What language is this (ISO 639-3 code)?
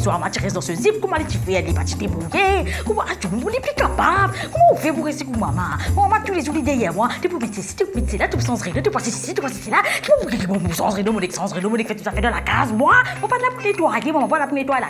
mfe